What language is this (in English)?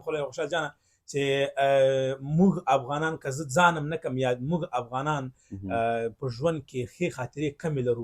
Pashto